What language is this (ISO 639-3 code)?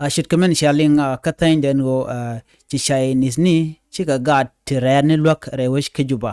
nus